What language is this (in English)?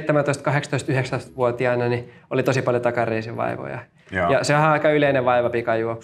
Finnish